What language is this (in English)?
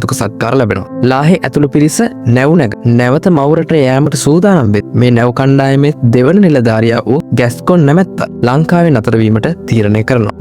Sinhala